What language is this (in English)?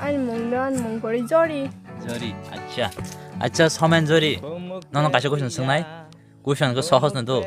Kok Borok